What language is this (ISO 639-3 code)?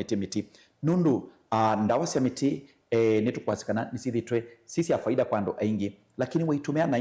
kam